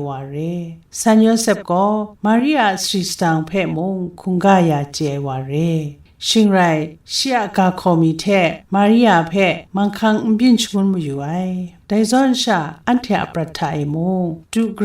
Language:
Kachin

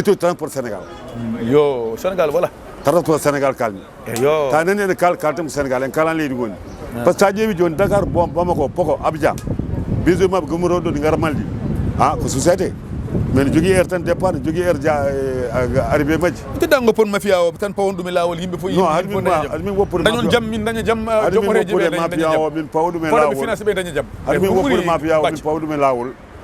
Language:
Fula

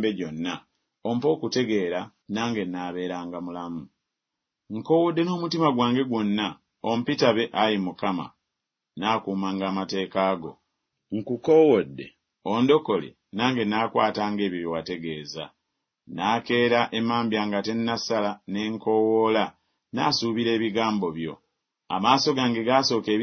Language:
Ganda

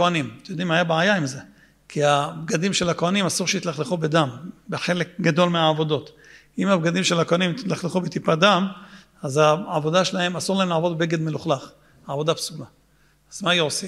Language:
Hebrew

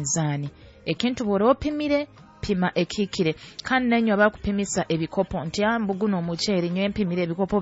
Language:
Nyoro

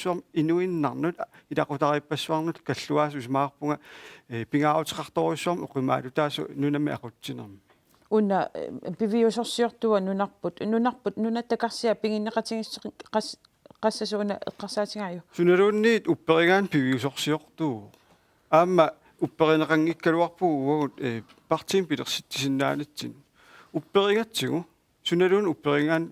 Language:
Kalaallisut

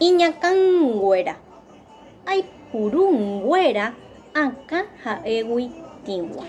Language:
Guarani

